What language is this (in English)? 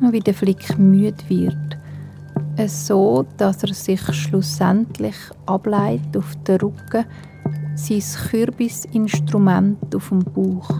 Swiss German